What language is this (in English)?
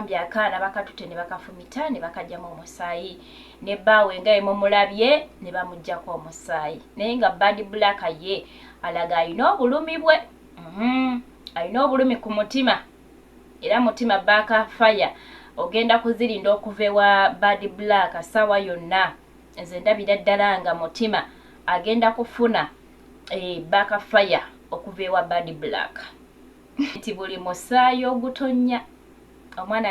Ganda